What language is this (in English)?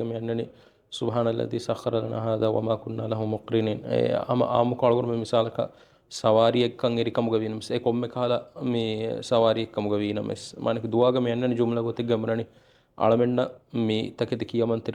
Divehi